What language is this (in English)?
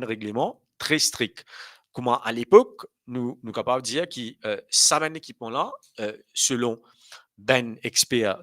Morisyen